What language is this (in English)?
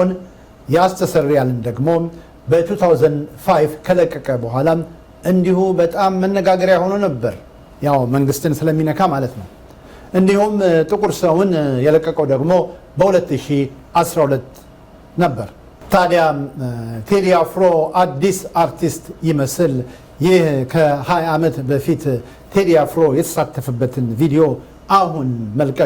Amharic